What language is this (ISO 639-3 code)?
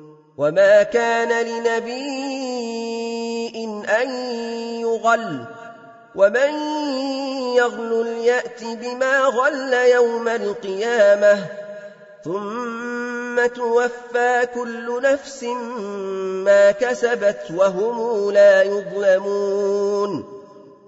ara